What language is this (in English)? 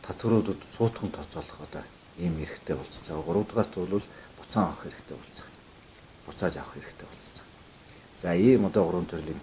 Mongolian